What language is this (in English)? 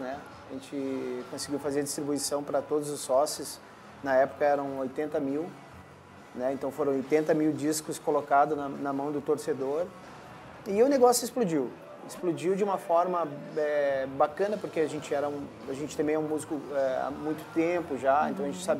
Portuguese